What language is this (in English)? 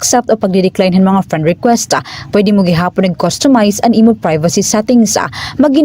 Waray